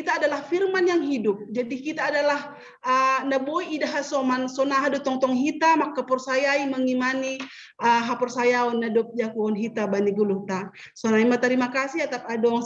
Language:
Batak Simalungun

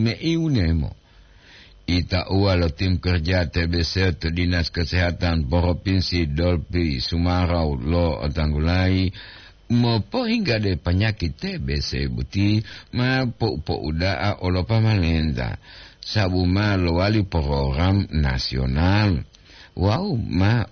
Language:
Gorontalo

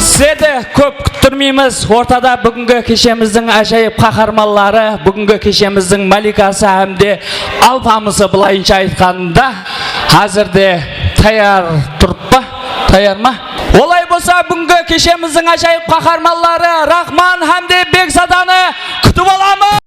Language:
Kara-Kalpak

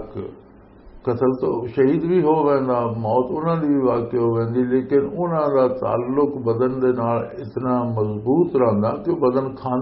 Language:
Western Panjabi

